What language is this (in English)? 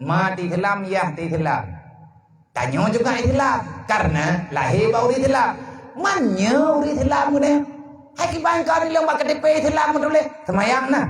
Achinese